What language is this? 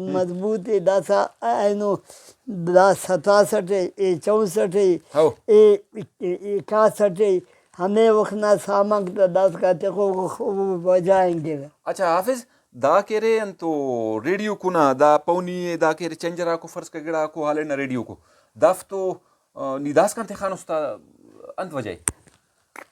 Brahui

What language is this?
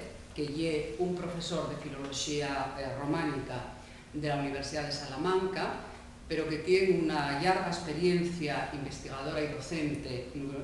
Asturian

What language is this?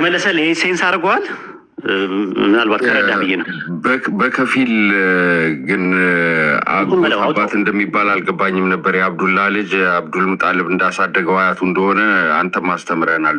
Amharic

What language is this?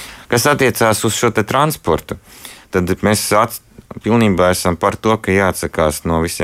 Latvian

